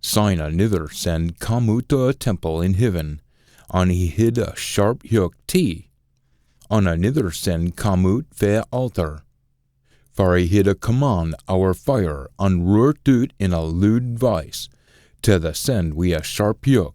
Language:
Scots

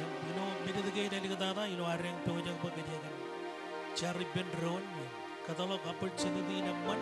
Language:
Marshallese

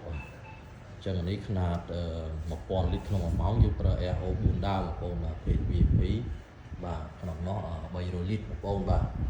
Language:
Khmer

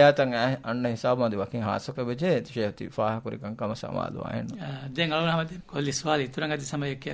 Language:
Divehi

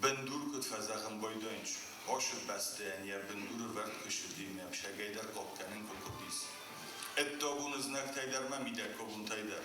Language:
Ossetic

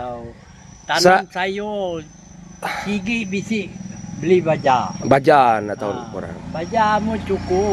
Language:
Iban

